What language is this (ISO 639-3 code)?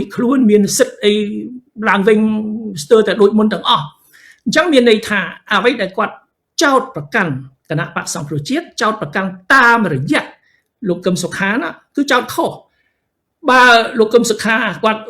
khm